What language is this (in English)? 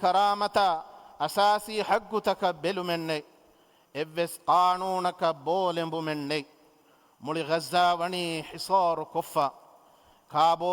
Divehi